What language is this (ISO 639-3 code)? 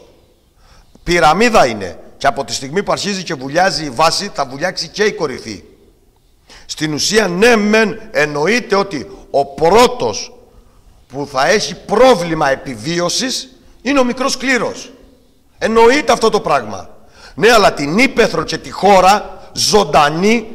ell